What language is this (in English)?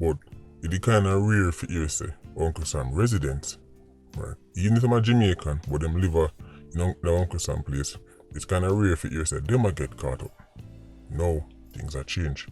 Jamaican Creole English